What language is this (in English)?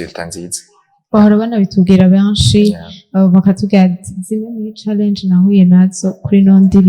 Rundi